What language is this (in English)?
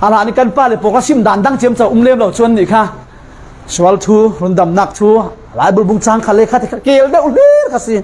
Falam Chin